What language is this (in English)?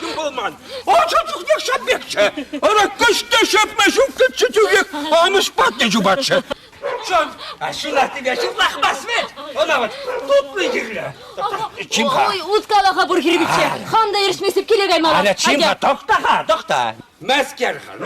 Chuvash